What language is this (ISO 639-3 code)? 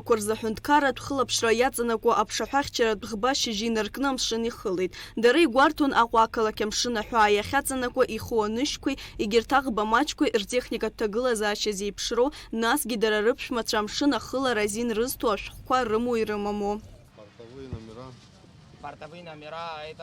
abk